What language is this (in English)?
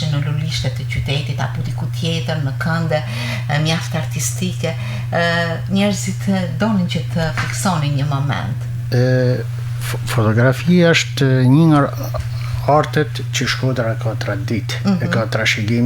Albanian